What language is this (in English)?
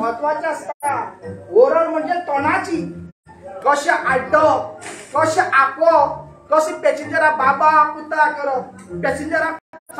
Konkani